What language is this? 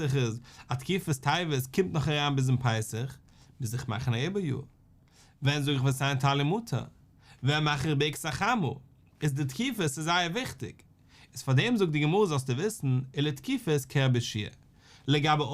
Yiddish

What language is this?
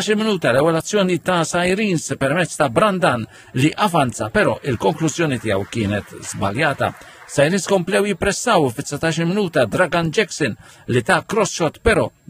Maltese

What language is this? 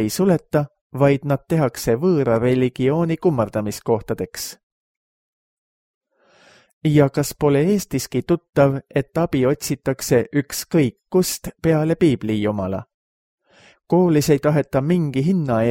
Estonian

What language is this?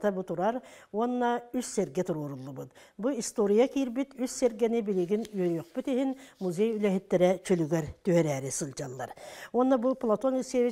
Yakut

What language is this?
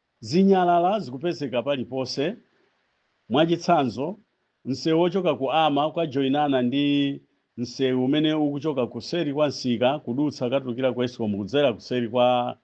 Nyanja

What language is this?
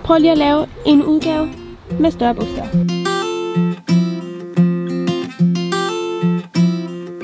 Danish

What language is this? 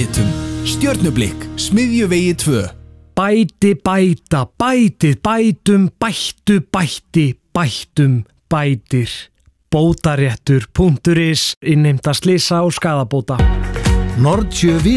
Icelandic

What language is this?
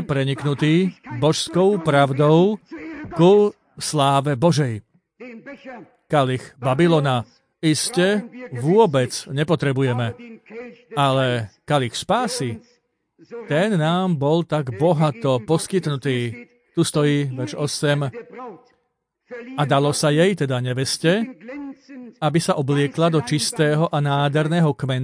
Slovak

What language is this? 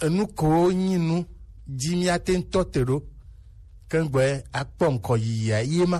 Gen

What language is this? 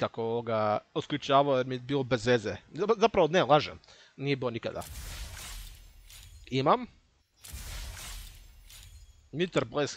Croatian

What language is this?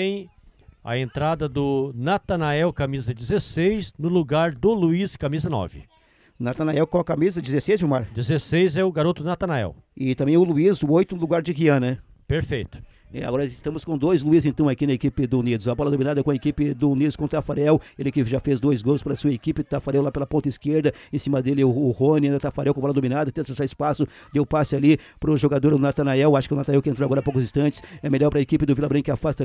Portuguese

